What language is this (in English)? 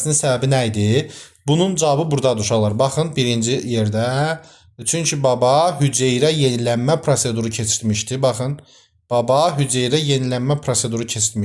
Azerbaijani